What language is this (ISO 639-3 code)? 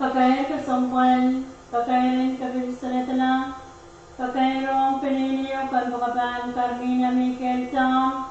pon